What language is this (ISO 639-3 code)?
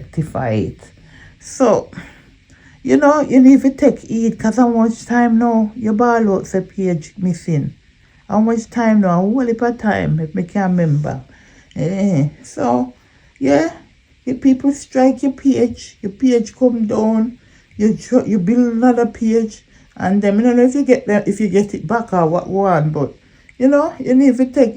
jam